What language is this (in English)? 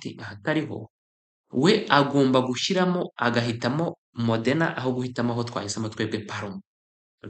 Kinyarwanda